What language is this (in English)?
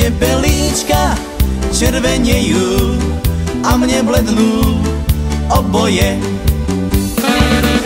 Slovak